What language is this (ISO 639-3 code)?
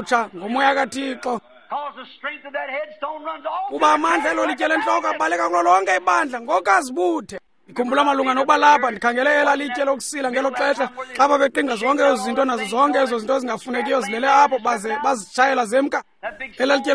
xho